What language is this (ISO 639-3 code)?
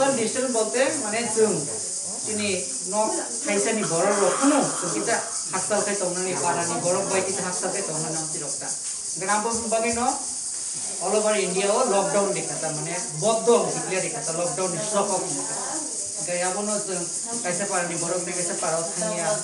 trp